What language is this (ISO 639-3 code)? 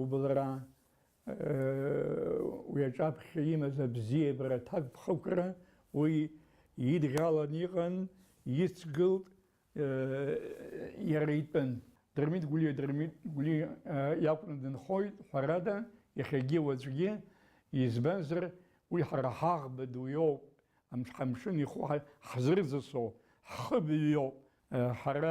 abk